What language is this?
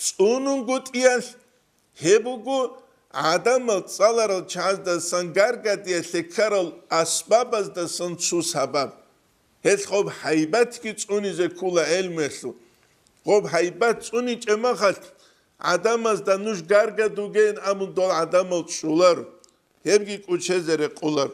Avaric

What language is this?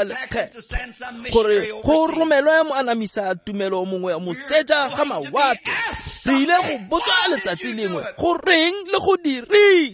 Tswana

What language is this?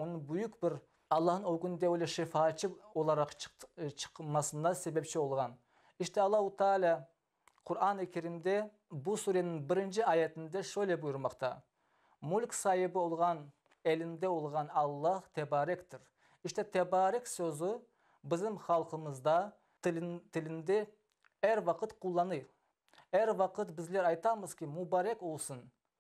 Crimean Tatar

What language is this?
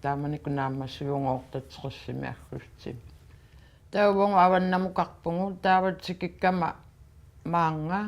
Kalaallisut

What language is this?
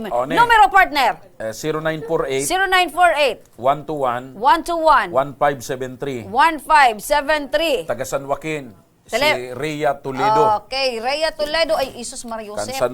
Bikol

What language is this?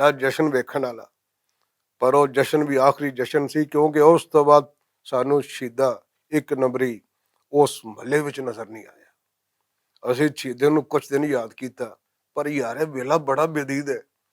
Western Panjabi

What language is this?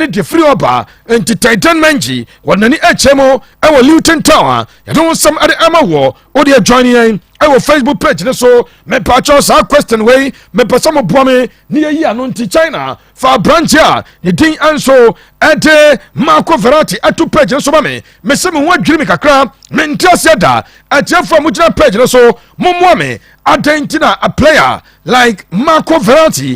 Akan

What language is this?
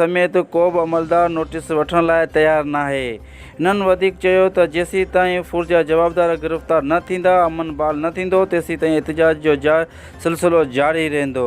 Sindhi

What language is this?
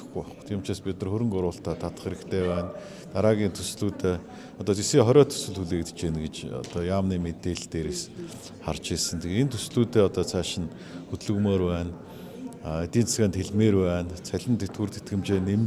Mongolian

